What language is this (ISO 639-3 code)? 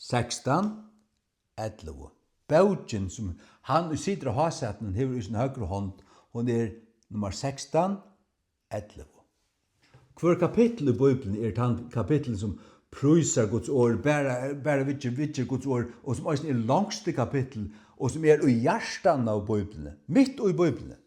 fao